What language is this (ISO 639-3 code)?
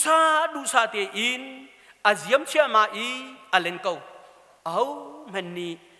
cnh